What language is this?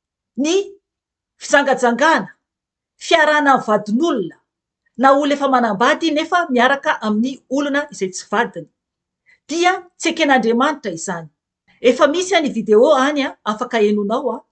Malagasy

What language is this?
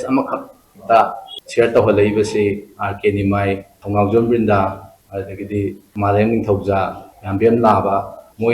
Manipuri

